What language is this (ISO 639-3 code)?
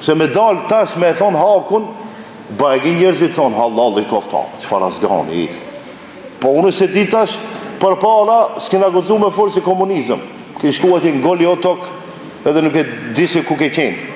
sqi